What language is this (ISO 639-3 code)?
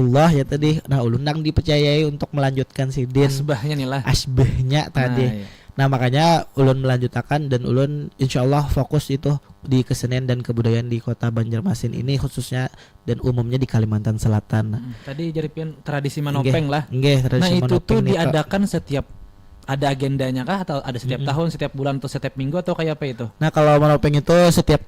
bjn